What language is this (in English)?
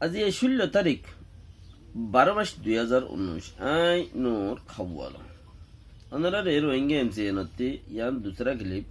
Rohingya